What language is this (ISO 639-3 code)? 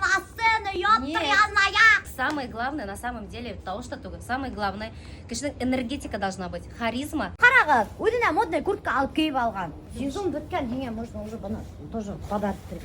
bak